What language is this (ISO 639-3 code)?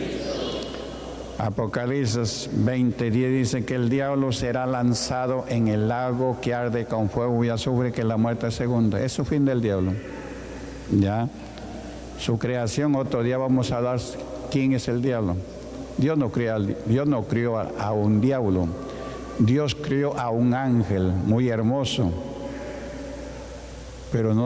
spa